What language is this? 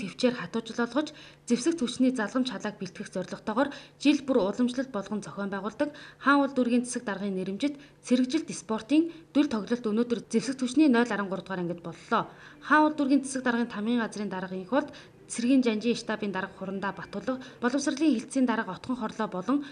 Mongolian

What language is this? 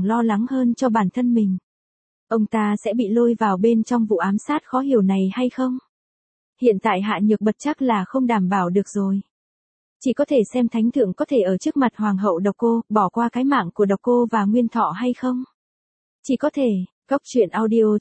Vietnamese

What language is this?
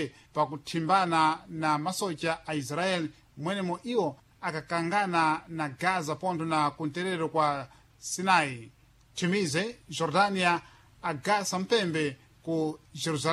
Sena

